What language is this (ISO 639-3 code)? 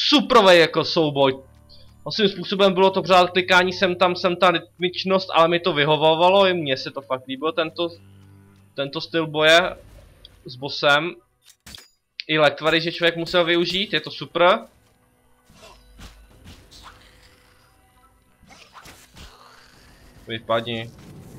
ces